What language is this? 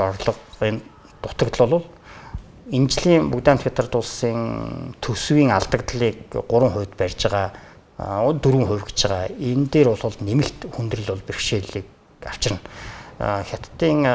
Mongolian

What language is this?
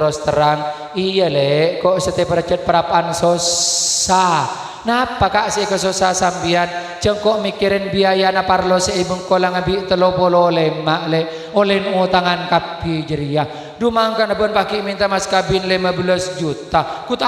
Madurese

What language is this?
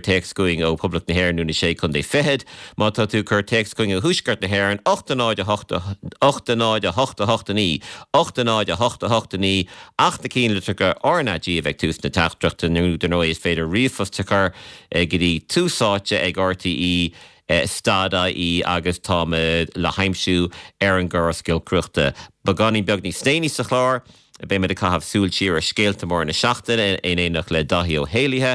Irish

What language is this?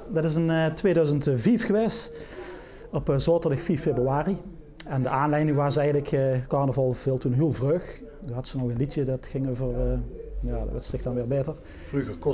Limburgish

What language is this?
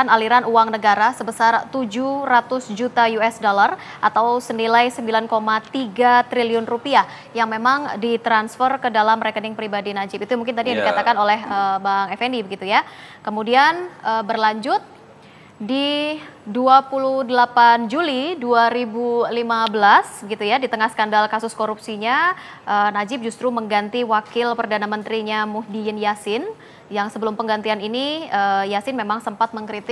Indonesian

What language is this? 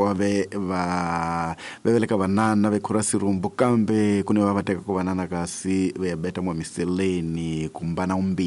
Tsonga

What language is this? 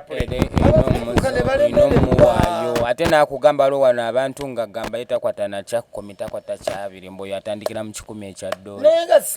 Ganda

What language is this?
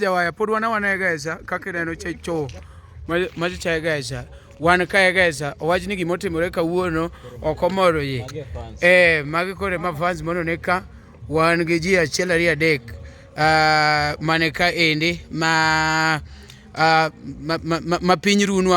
Luo (Kenya and Tanzania)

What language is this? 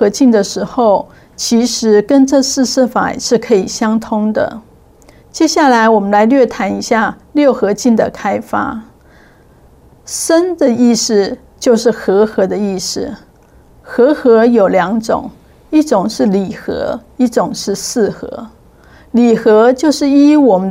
Chinese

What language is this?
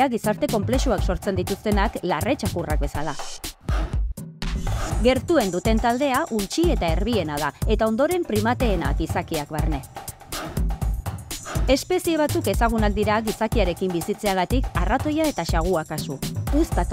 Basque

